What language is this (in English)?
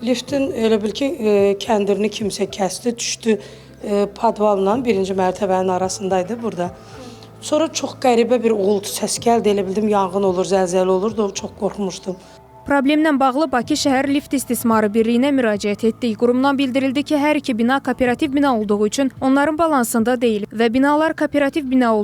Azerbaijani